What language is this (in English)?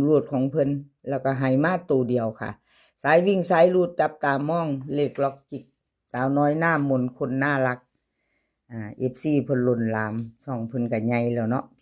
Northeastern Thai